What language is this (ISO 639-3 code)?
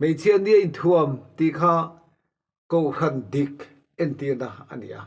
lus